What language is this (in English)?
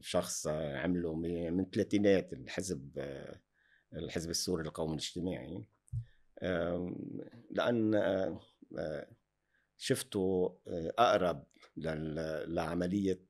North Levantine Arabic